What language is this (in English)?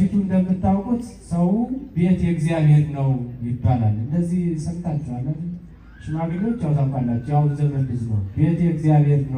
Amharic